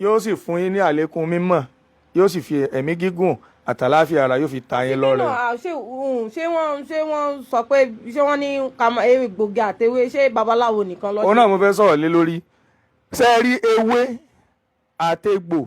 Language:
Yoruba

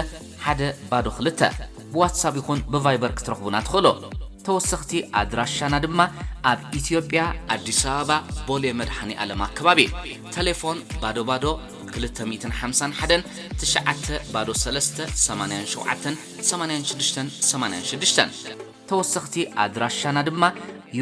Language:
Tigrinya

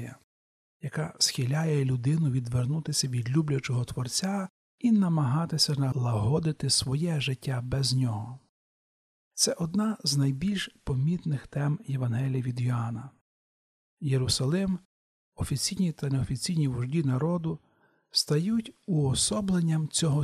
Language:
Ukrainian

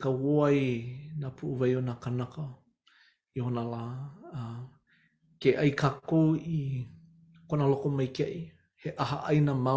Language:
Hawaiian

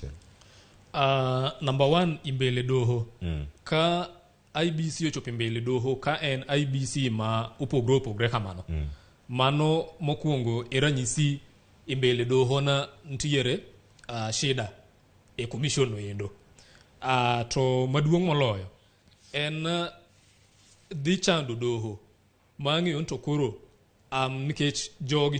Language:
Luo (Kenya and Tanzania)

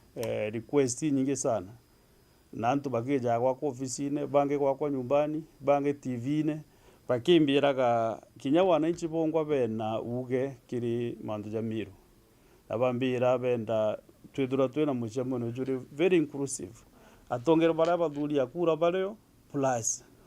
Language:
Meru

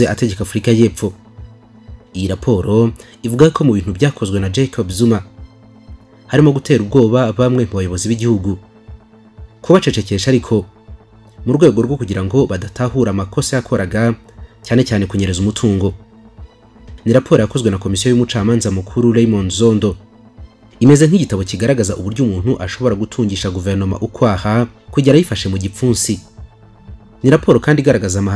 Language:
Kinyarwanda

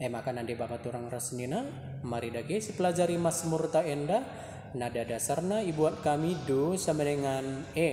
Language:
Batak Karo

